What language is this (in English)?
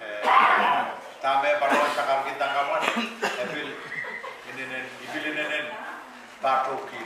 Pohnpeian